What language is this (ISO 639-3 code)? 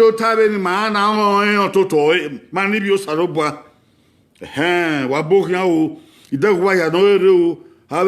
bin